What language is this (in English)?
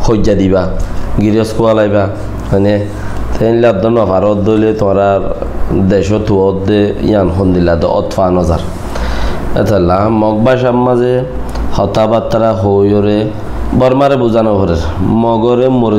Rohingya